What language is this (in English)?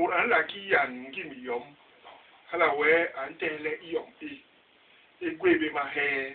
Basaa